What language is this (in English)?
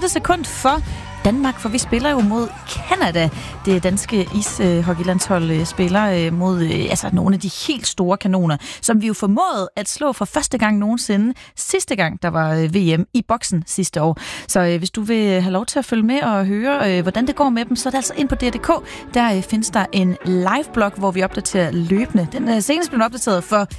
Danish